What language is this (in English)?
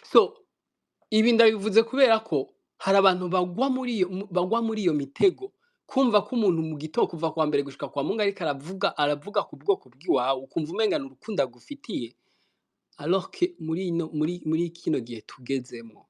Rundi